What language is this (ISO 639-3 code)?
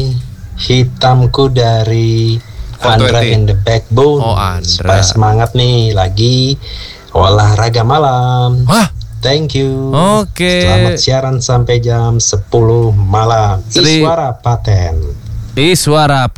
ind